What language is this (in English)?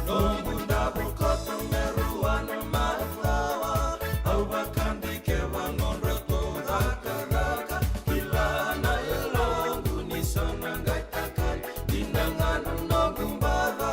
Fijian